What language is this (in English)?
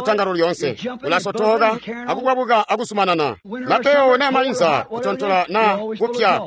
Tonga (Zambia)